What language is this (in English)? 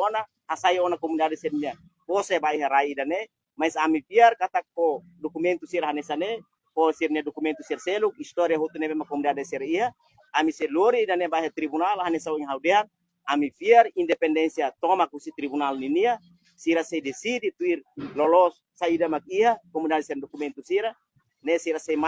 Tetum